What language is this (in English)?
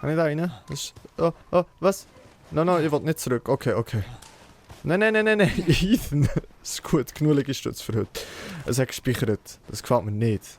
Swiss German